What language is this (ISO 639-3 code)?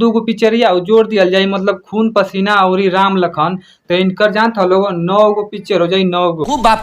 bho